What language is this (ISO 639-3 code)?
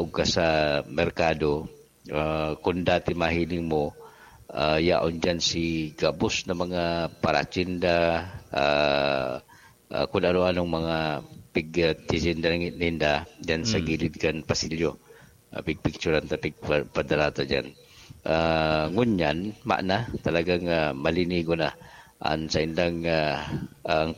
bik